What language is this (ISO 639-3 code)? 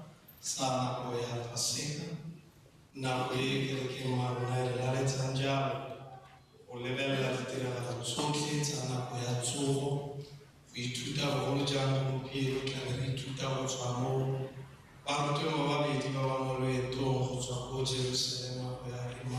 tsn